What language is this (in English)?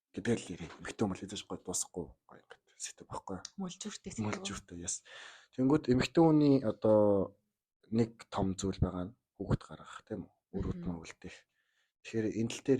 Mongolian